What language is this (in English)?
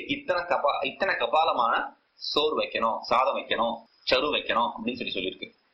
Tamil